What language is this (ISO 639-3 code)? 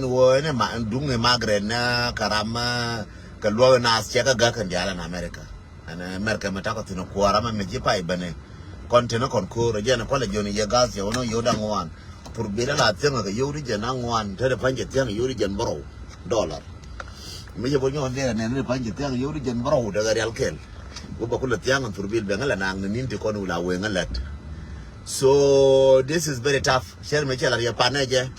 nus